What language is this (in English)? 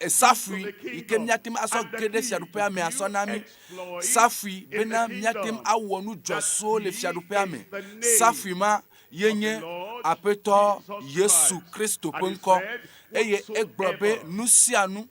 Ewe